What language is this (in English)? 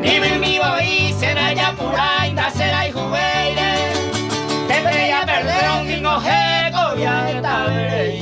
Guarani